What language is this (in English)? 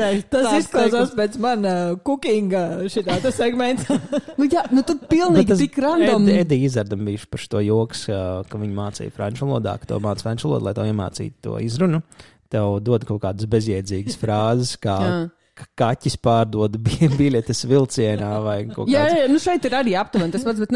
Latvian